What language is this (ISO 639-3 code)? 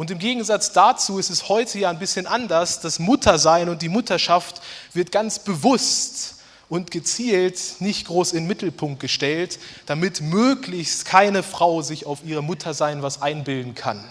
gsw